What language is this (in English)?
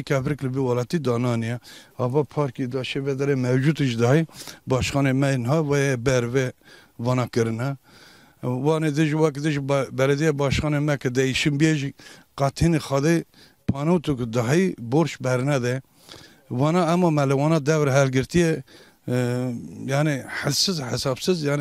Kurdish